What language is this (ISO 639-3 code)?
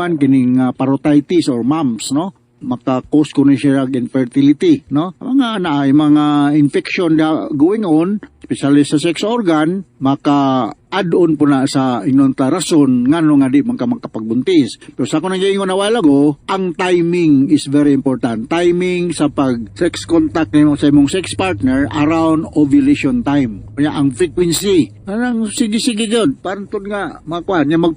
ceb